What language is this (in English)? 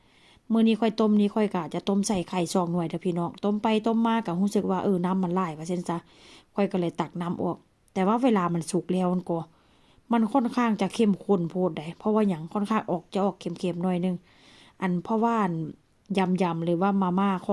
Lao